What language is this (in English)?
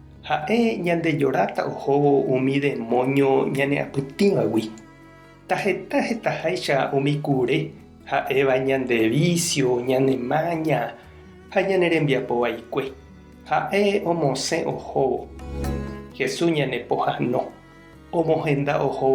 Guarani